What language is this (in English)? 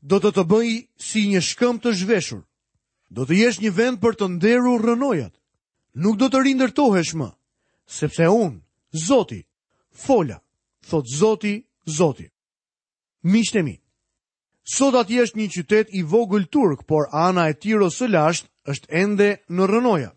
Albanian